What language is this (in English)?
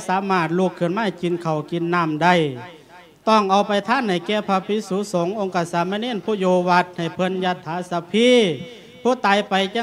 Lao